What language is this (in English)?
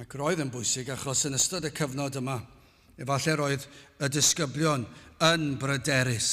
Welsh